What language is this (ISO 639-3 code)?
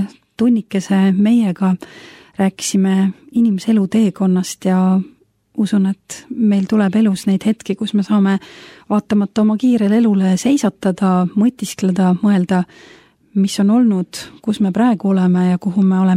est